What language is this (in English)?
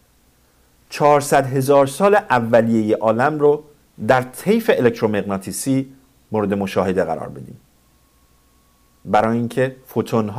Persian